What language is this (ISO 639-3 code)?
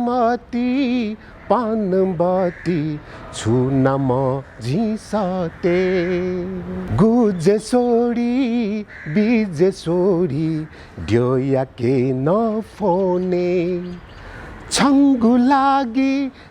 new